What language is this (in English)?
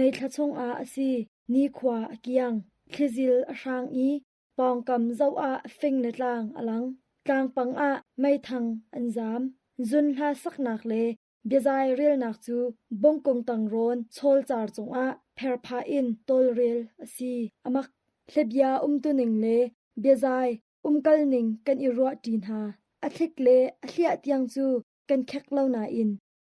Hakha Chin